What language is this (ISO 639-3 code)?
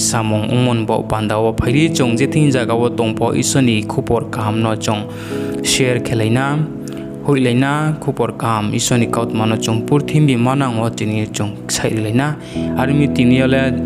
ria